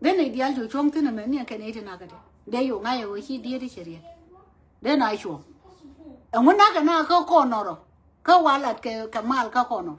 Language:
Nuer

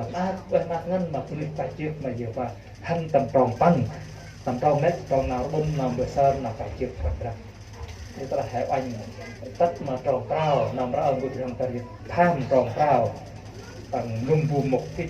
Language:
Central Mnong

